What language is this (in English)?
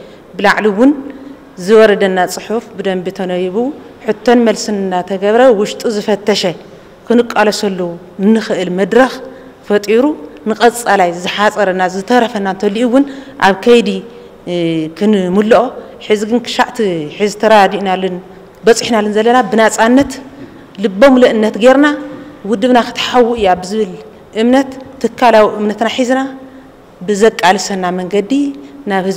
Tigrinya